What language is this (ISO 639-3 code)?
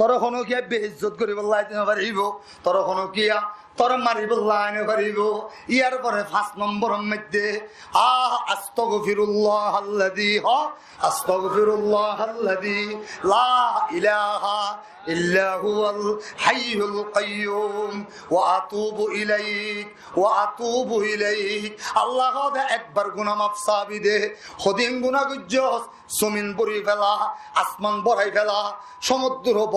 rhg